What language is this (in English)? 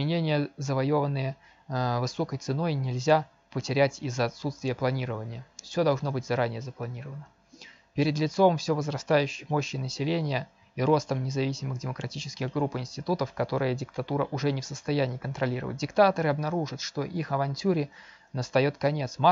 Russian